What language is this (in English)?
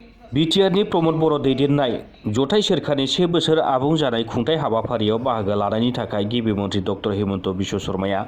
Bodo